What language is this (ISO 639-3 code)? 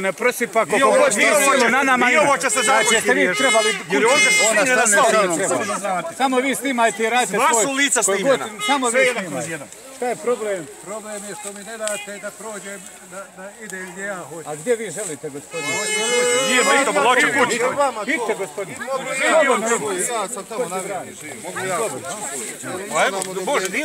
bos